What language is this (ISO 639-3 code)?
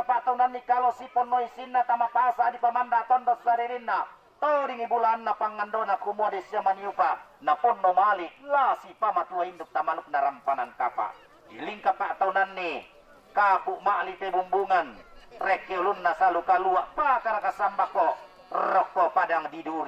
sda